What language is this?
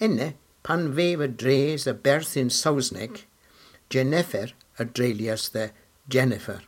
Cornish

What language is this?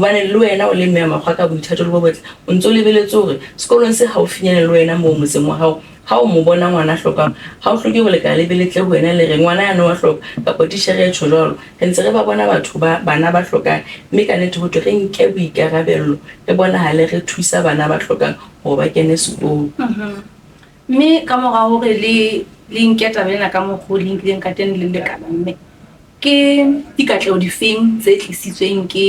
Southern Sotho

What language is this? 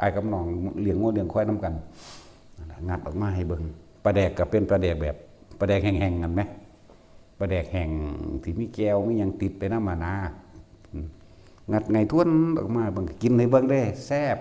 Northeastern Thai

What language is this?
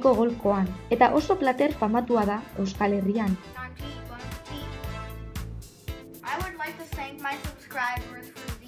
Basque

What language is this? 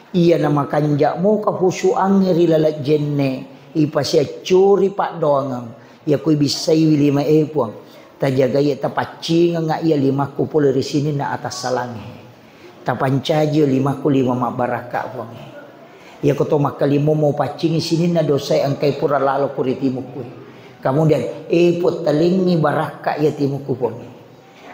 Buginese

